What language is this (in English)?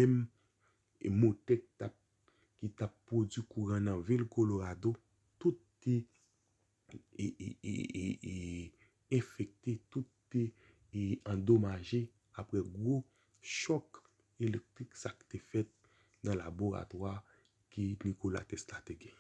Haitian Creole